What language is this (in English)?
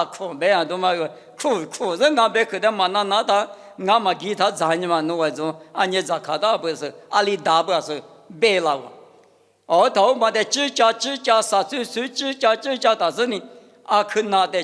Lisu